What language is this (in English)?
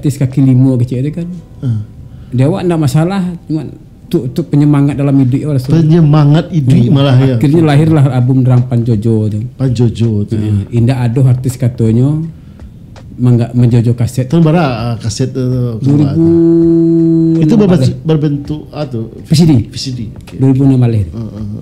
Minangkabau